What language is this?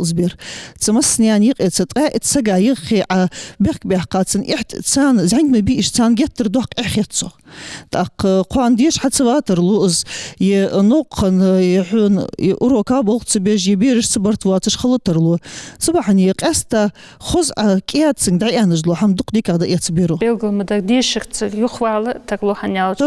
Ingush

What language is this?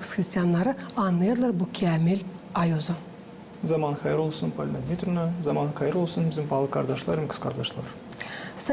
Gagauz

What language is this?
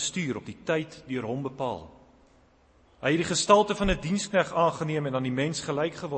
Afrikaans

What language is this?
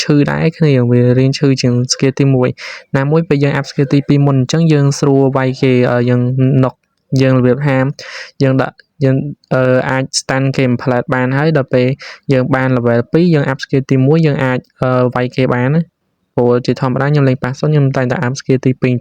Khmer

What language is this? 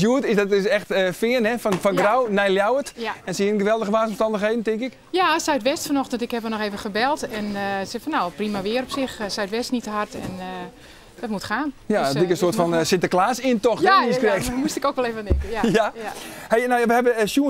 Western Frisian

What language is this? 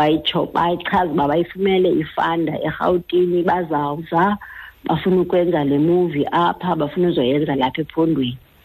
Xhosa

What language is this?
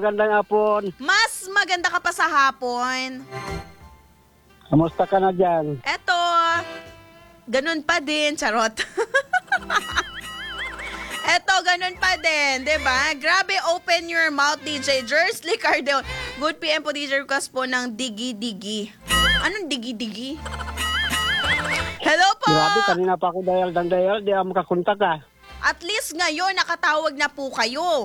Filipino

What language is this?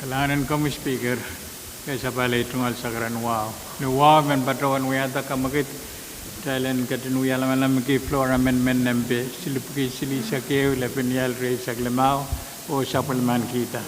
Pohnpeian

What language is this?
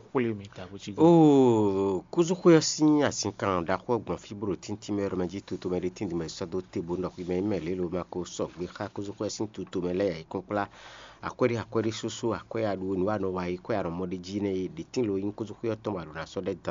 Fon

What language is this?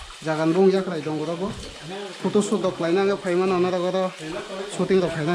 Kok Borok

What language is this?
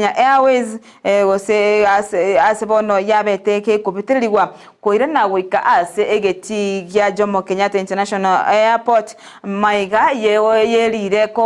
Gusii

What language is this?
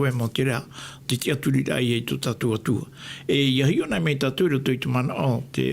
Tahitian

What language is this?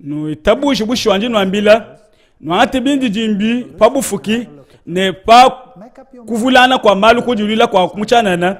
Luba-Lulua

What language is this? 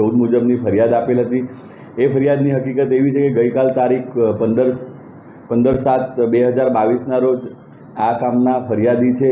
Gujarati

